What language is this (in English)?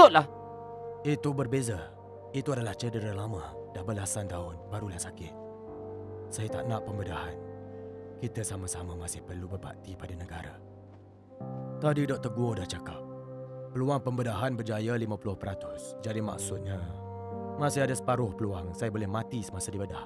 Malay